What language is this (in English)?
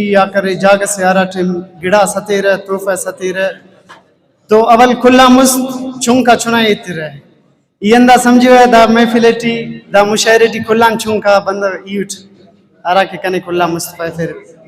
Brahui